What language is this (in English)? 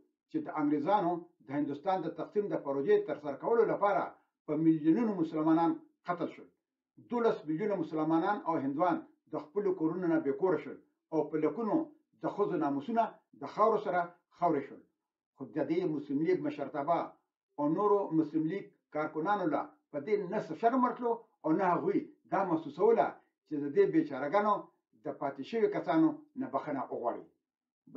Pashto